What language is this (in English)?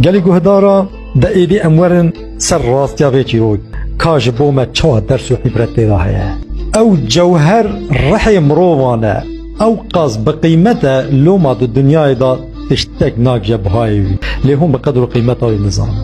Kurdish